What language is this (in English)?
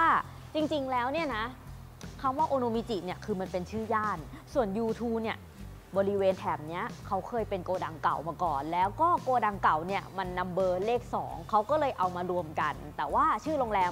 Thai